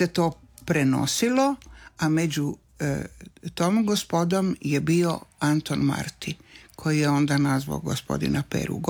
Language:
Croatian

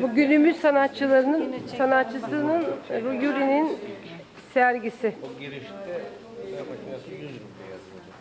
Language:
Adyghe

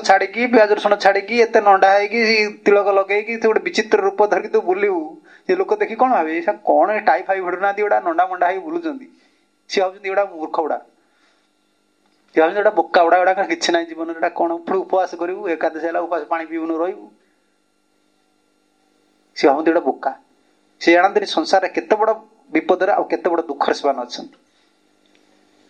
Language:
Odia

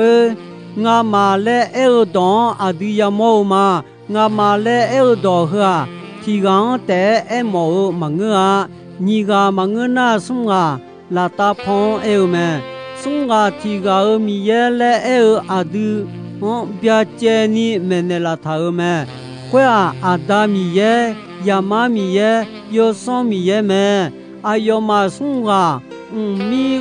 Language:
Akha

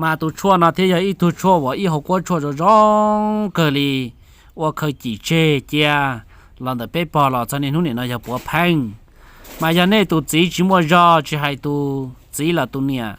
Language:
Hmong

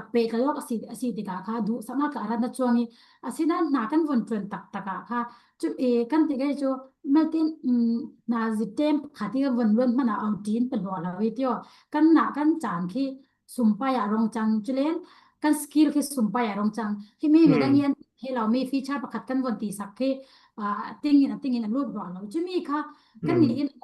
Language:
Falam Chin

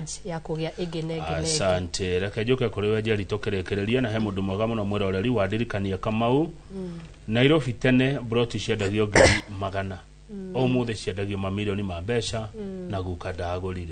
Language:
Kikuyu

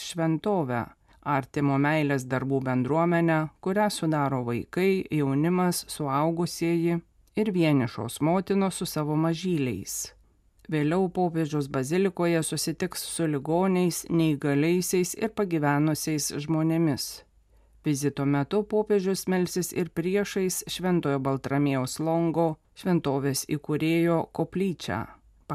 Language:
Lithuanian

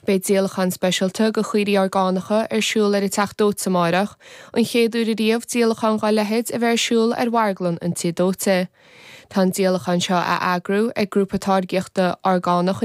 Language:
Irish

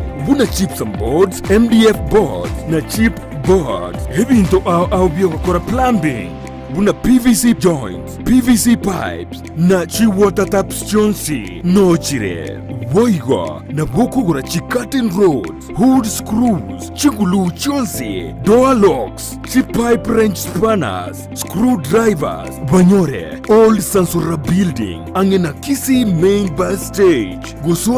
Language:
Gusii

